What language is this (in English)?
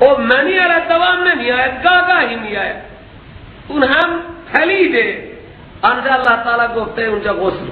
Persian